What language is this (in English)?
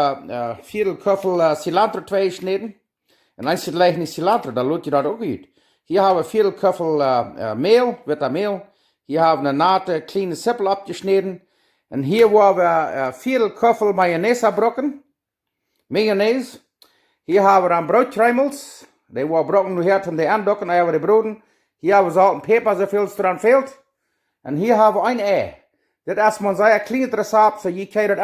Plautdietsch